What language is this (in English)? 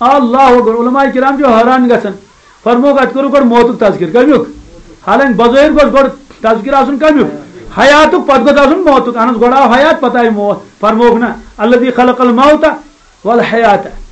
Kashmiri